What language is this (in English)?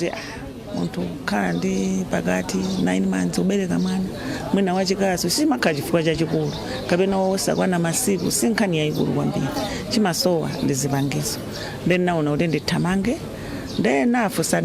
Nyanja